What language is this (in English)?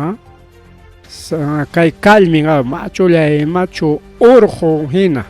Ayacucho Quechua